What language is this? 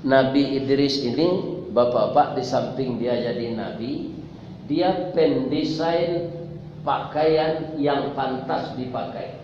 Minangkabau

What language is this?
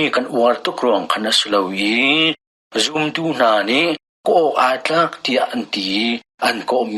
Hakha Chin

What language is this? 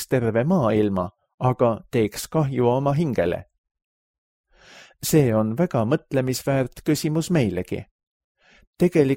Estonian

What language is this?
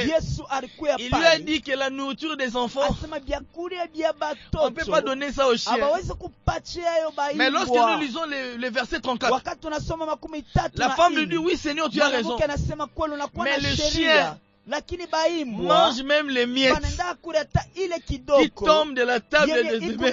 Swahili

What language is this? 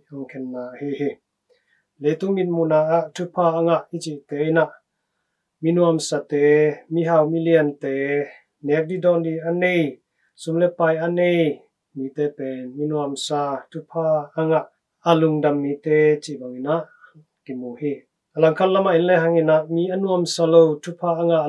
Tedim Chin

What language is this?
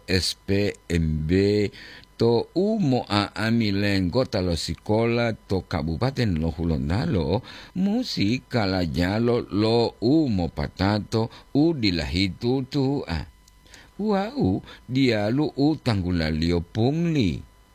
Gorontalo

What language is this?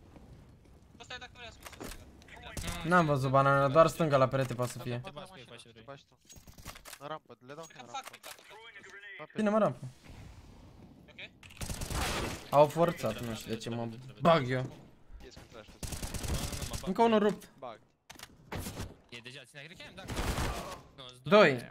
Romanian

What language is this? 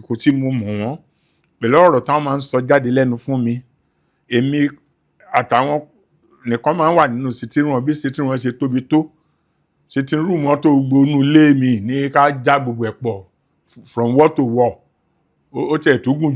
Yoruba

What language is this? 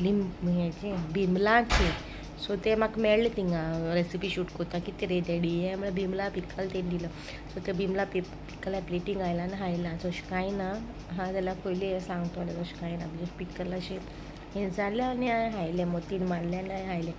Konkani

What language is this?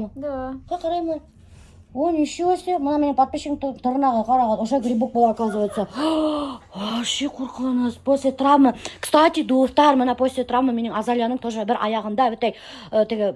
Bashkir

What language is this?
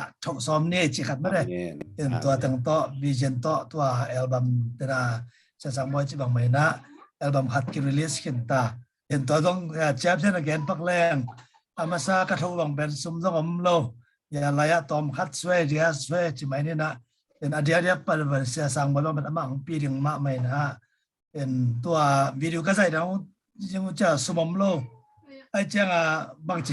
Tedim Chin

